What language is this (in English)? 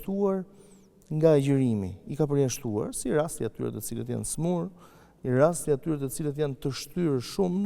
Albanian